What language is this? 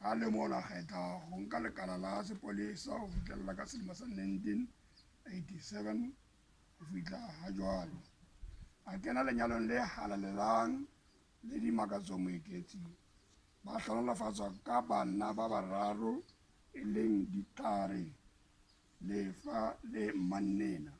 Southern Sotho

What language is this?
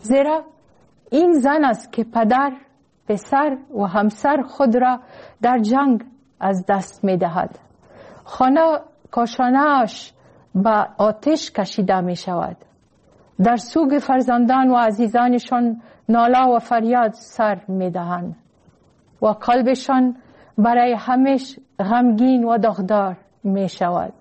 Persian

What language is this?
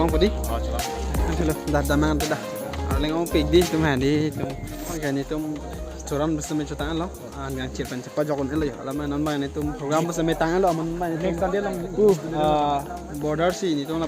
Karbi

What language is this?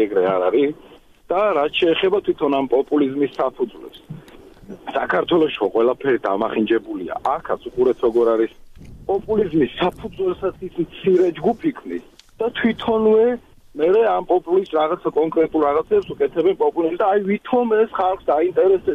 Georgian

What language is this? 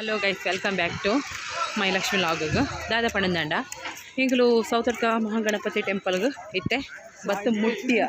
Tulu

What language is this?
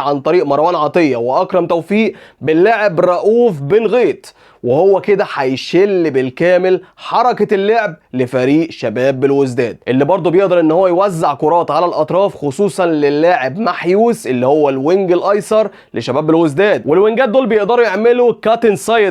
Egyptian Arabic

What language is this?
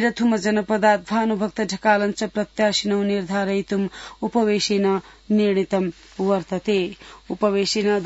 Sanskrit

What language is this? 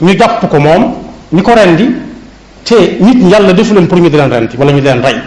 Wolof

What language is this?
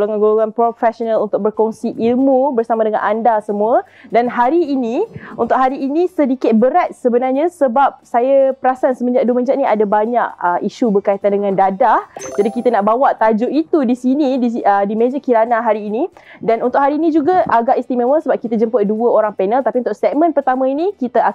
Malay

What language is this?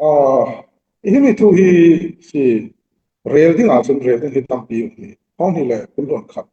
Falam Chin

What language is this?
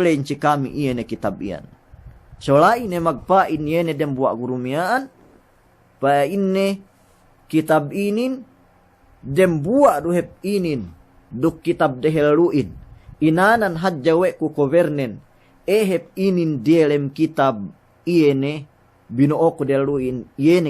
Yakan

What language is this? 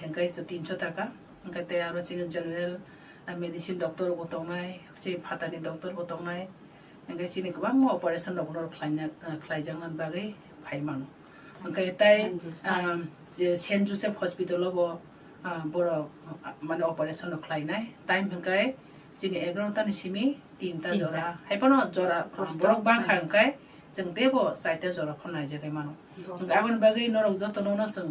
Kok Borok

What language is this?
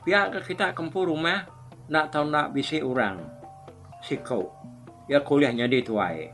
Iban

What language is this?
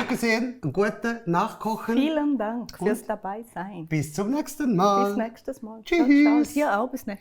Swiss German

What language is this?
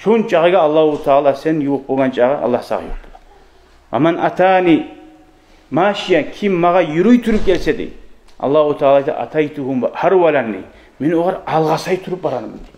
Kumyk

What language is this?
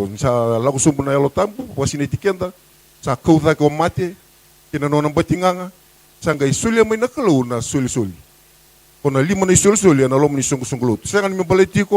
Fijian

